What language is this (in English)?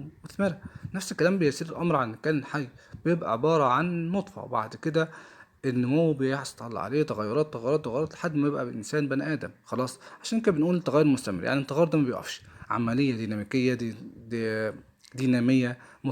Egyptian Arabic